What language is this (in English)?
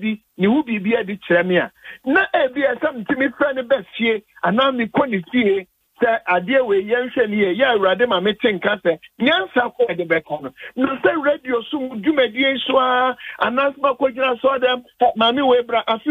Akan